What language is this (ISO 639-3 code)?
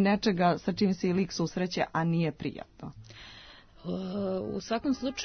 srp